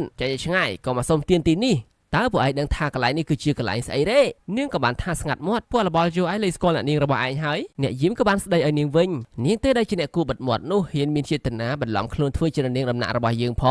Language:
Khmer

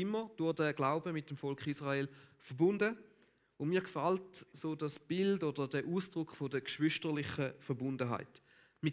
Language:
Swiss German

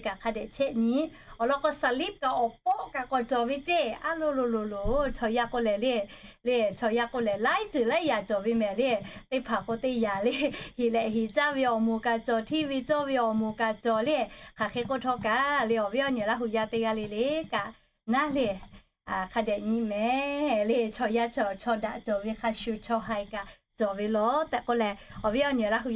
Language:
Lahu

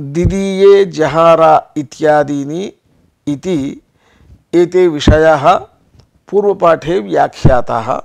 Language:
Sanskrit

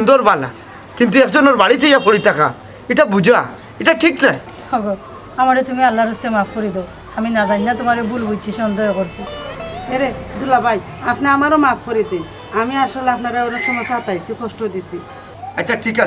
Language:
Sylheti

